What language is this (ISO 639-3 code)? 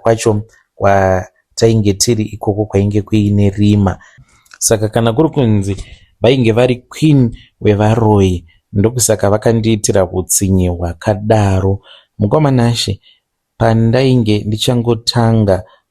sna